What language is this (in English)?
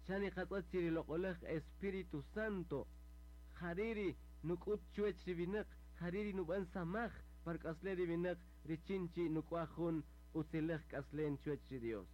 Kaqchikel